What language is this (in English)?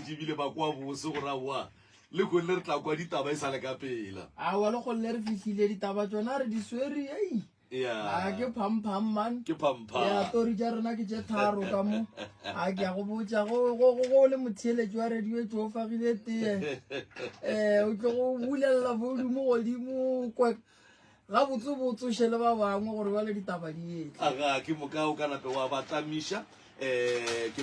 Northern Sotho